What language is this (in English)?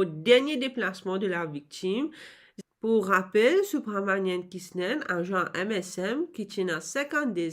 Morisyen